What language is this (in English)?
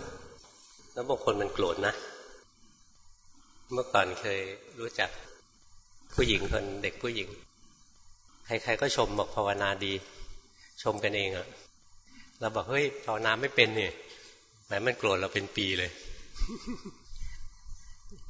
Thai